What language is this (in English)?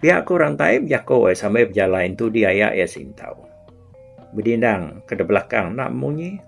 Iban